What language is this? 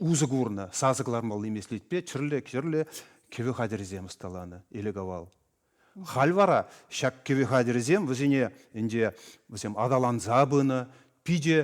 Chuvash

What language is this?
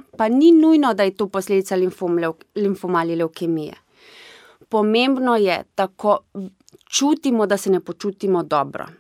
Slovenian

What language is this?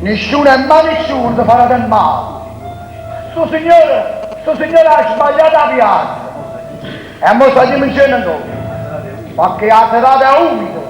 Neapolitan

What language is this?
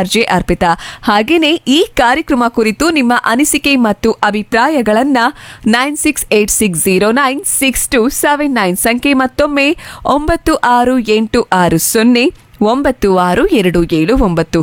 Kannada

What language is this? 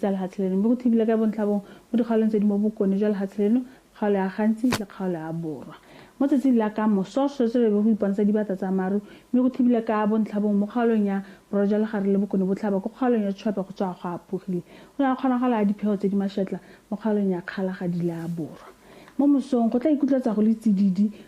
Tswana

